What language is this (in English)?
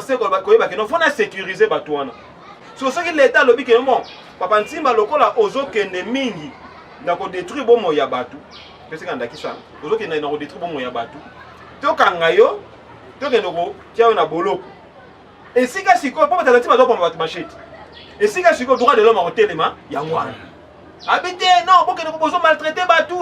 Lingala